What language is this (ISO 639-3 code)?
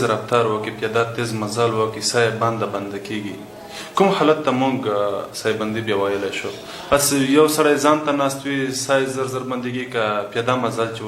pus